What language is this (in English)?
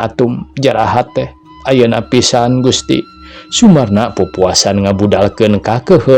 Sundanese